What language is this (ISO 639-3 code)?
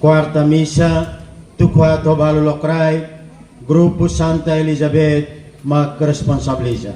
tet